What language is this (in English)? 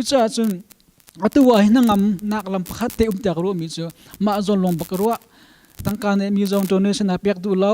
Hakha Chin